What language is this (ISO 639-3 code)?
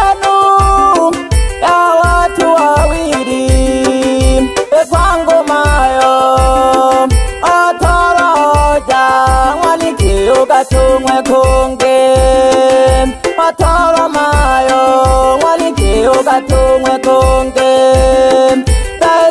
swa